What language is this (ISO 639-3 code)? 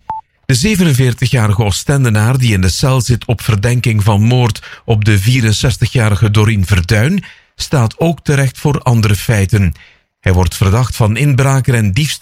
nld